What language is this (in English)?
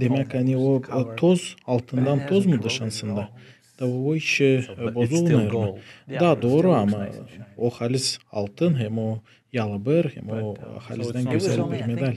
Gagauz